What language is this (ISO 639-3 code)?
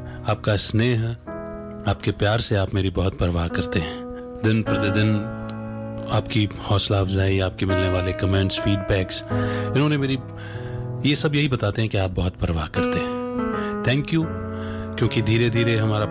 hin